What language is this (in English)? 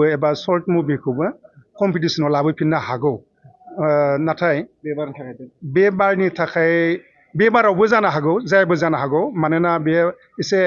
Bodo